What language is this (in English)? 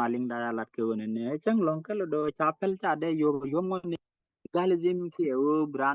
Nuer